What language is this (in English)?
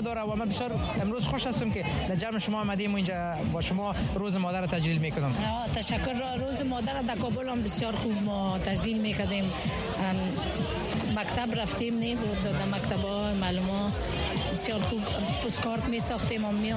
Persian